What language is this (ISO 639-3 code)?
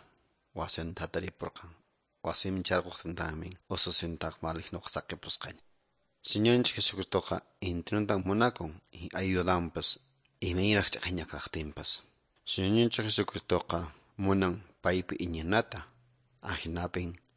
que